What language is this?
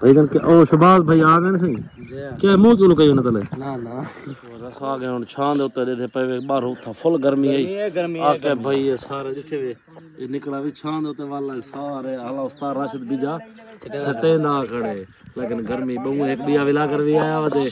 Saraiki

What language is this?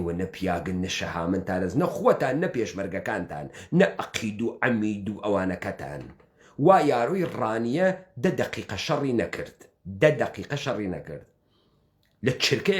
Central Kurdish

